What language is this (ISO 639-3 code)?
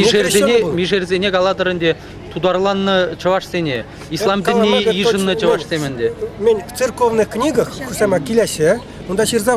chv